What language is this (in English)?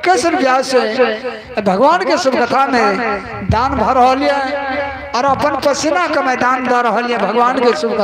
Maithili